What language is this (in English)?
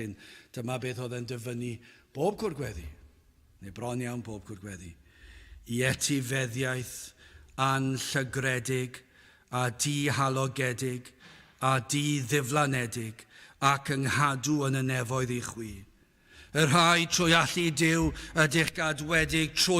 Welsh